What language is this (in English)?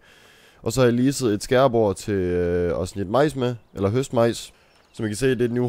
Danish